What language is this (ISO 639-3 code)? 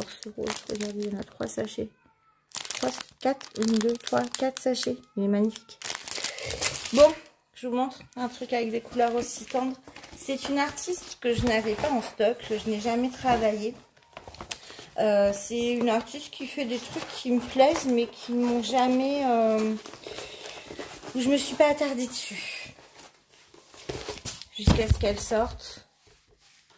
fra